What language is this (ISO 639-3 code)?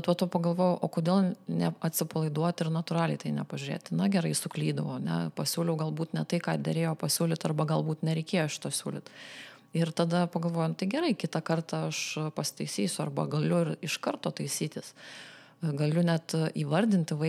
lit